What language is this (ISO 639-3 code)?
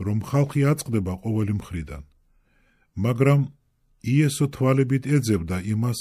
kat